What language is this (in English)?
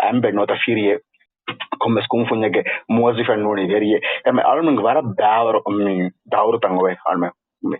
Divehi